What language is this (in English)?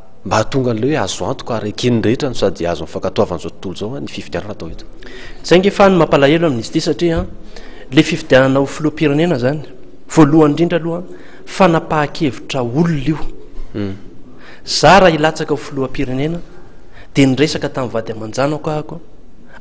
Malagasy